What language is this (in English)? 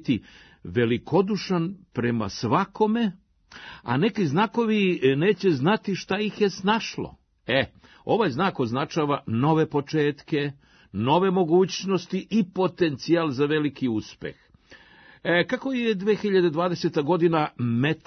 Serbian